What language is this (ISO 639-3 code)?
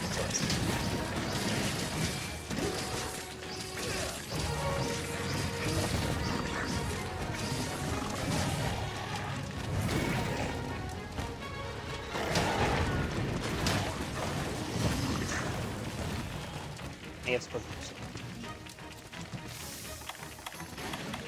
eng